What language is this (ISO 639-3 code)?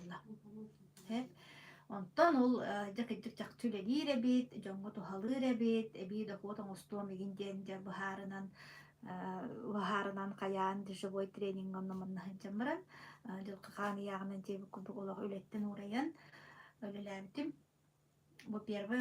sah